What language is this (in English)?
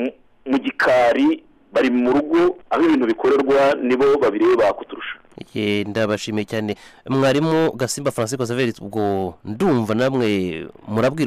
Kinyarwanda